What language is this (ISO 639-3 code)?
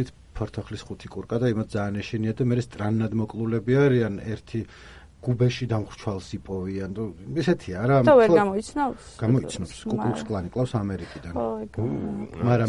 kat